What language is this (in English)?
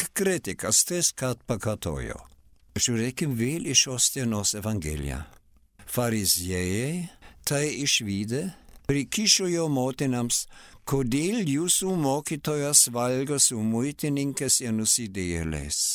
Lithuanian